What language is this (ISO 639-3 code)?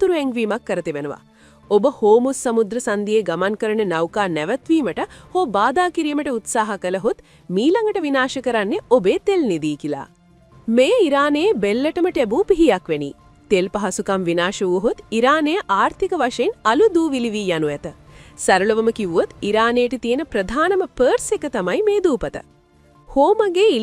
sin